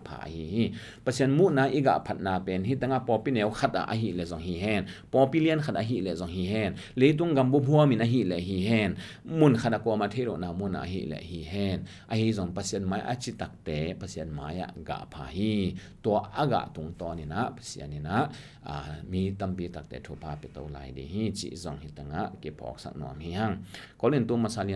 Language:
Tedim Chin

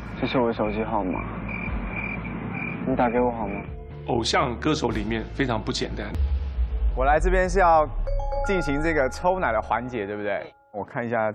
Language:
Chinese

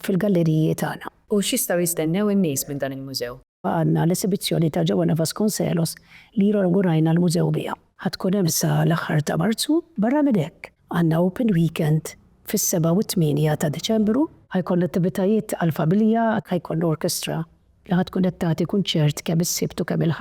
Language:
Maltese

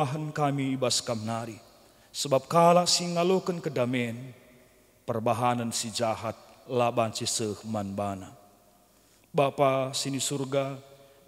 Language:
Batak Karo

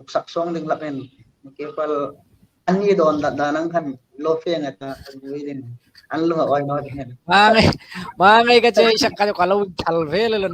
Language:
Hmar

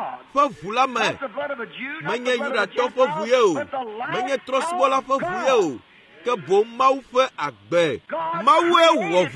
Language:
Ewe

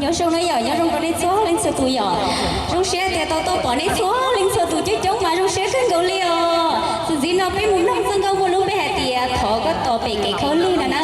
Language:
Hmong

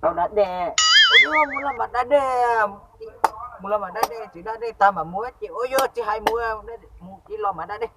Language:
Hmong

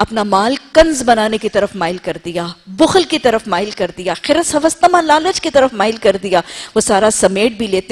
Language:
Urdu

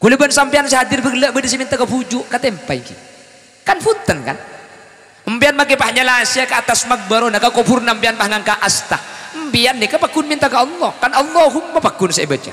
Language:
Madurese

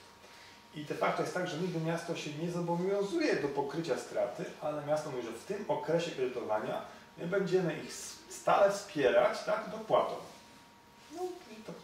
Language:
Polish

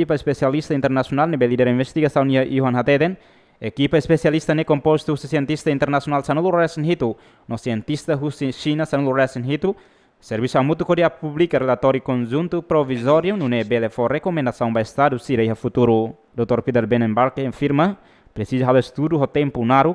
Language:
Tetum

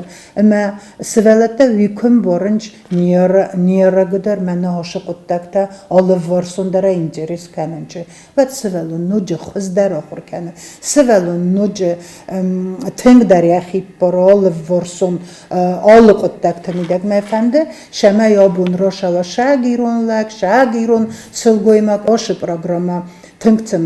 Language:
Ossetic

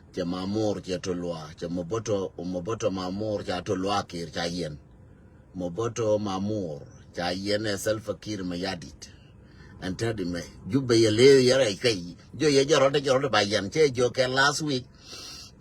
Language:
Nuer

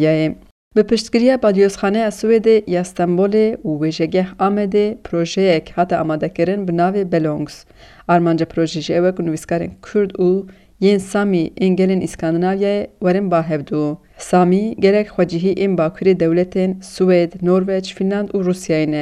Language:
Kurdish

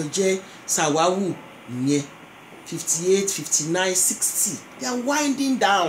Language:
Yoruba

